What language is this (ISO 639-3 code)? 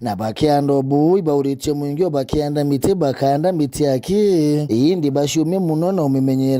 mer